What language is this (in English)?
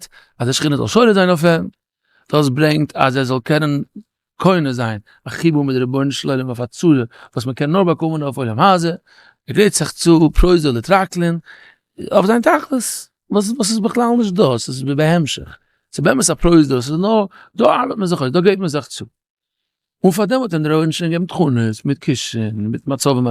Yiddish